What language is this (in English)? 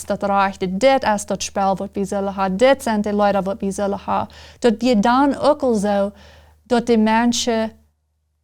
Plautdietsch